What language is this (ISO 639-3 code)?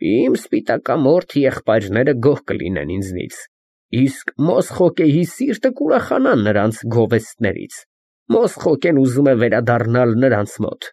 hye